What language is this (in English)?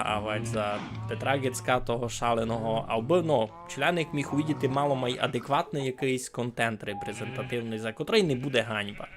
Rusyn